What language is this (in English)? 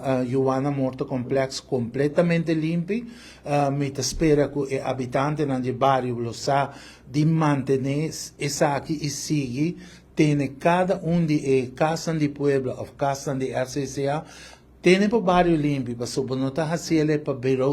Papiamento